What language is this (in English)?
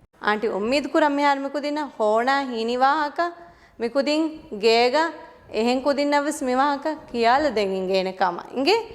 Divehi